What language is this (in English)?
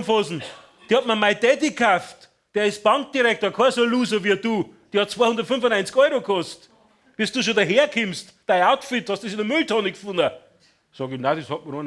Bavarian